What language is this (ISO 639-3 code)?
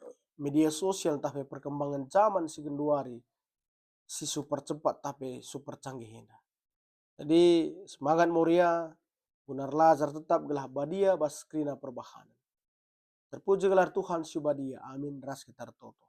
btx